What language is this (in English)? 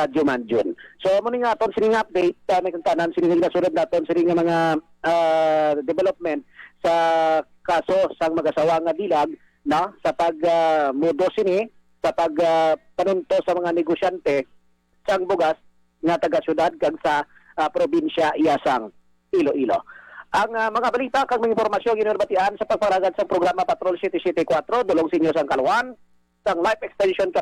Hiligaynon